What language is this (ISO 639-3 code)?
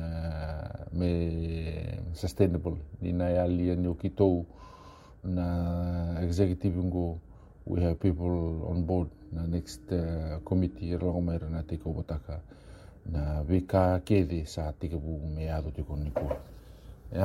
fij